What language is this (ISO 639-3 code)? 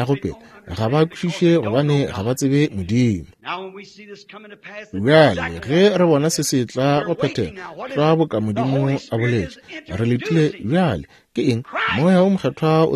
nso